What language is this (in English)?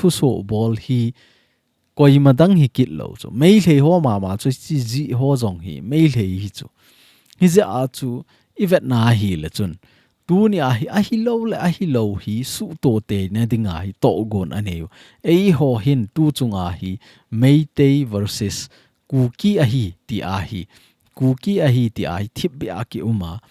Thado Chin